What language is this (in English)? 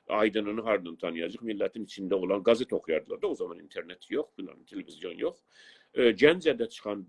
South Azerbaijani